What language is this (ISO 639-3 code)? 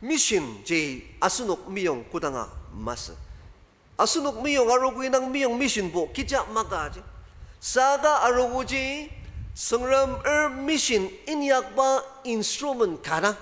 njo